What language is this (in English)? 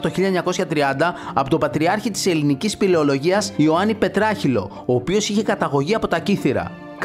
Greek